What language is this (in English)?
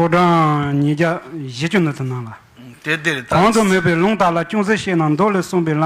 Tibetan